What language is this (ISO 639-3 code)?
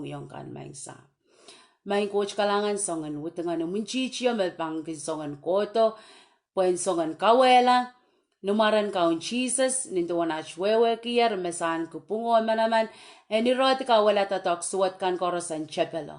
pon